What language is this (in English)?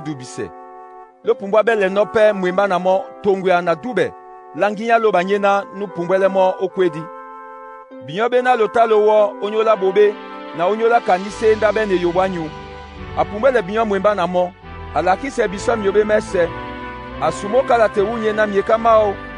Duala